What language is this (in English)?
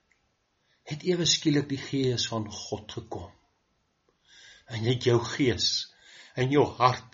Afrikaans